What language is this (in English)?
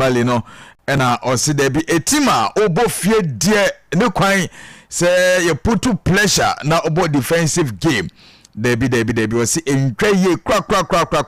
Akan